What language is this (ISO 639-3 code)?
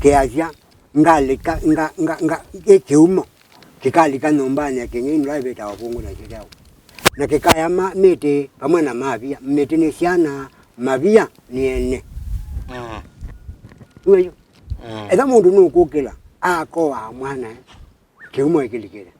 kam